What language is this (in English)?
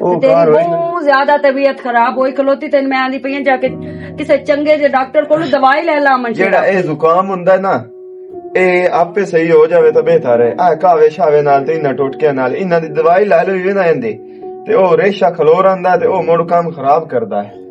Western Panjabi